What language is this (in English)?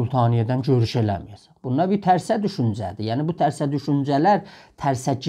South Azerbaijani